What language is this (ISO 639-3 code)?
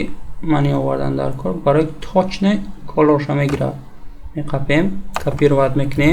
tgk